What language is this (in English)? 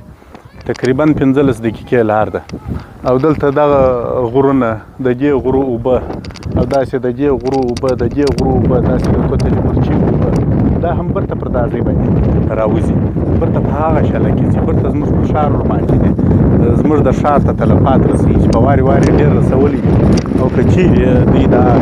Pashto